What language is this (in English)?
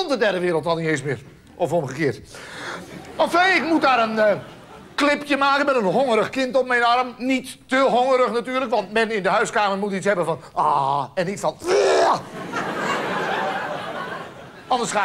Dutch